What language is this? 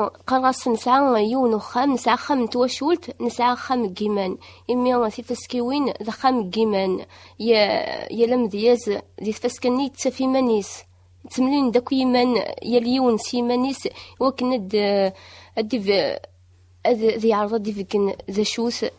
Kabyle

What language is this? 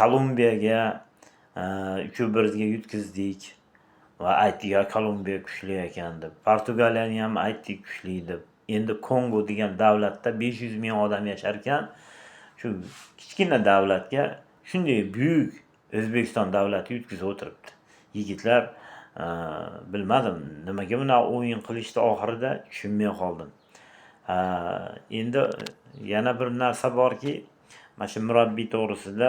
Uzbek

